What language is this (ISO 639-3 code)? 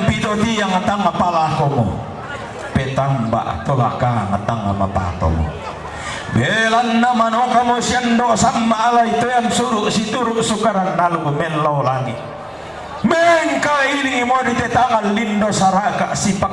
sda